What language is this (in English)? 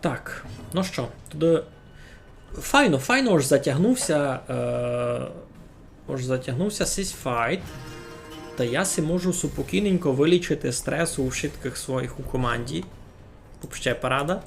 Rusyn